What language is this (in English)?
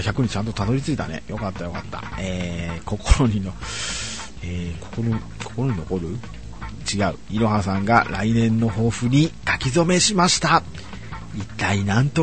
Japanese